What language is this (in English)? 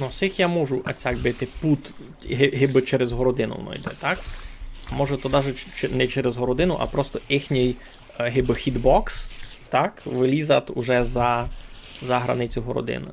Rusyn